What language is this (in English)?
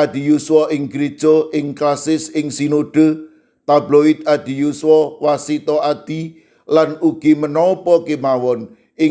Javanese